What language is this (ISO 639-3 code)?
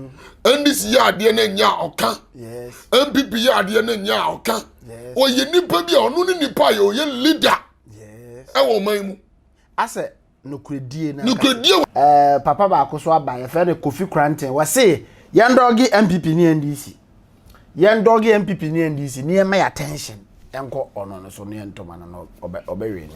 aka